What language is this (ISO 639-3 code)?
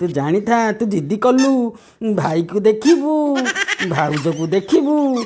ori